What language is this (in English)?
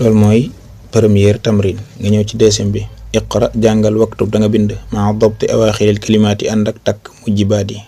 Wolof